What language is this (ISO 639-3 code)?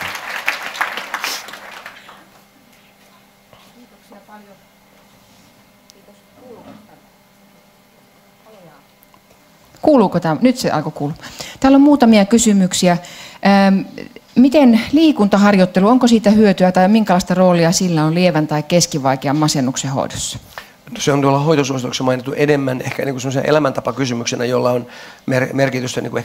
fin